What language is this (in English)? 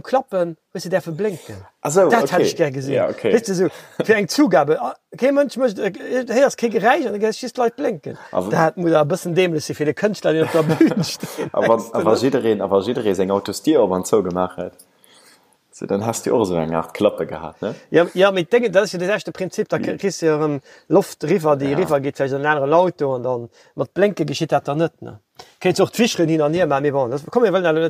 Luxembourgish